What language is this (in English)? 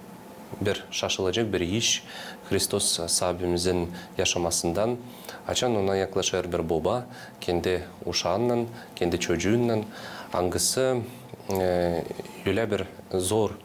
Gagauz